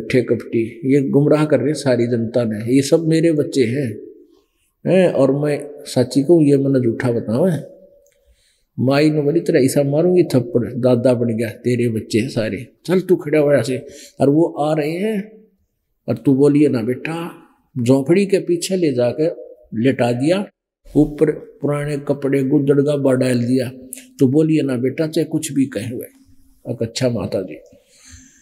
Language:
Hindi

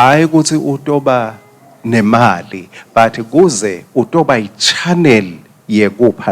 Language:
Swati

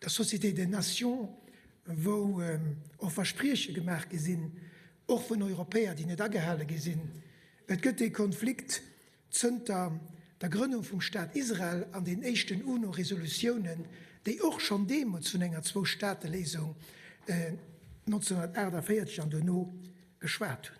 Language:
Luxembourgish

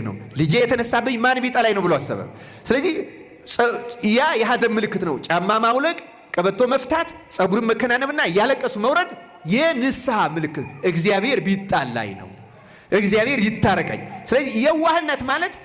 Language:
Amharic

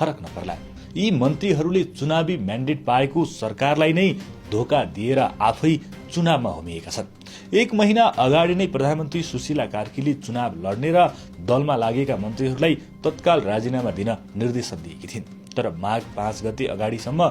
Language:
Nepali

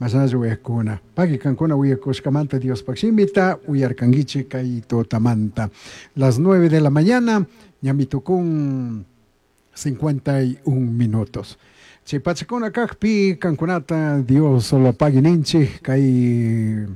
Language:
Chimborazo Highland Quichua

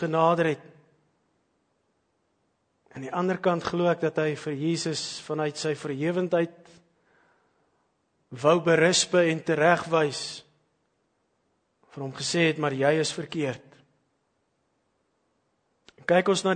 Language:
Afrikaans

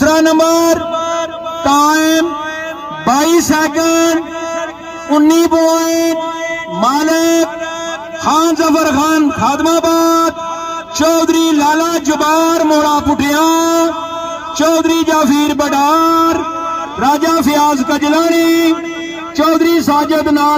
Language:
Pahari-Potwari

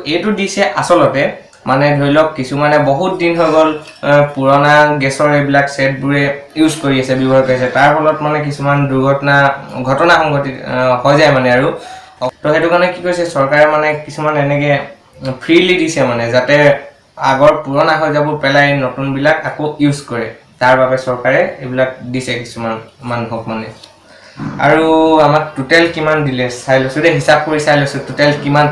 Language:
Assamese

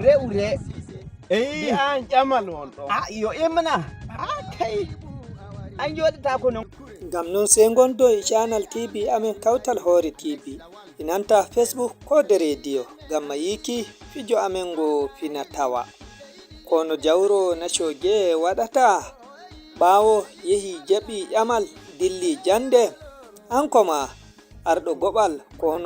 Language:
Nigerian Fulfulde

